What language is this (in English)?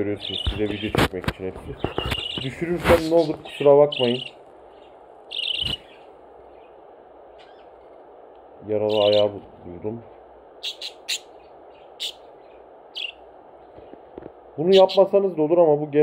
Turkish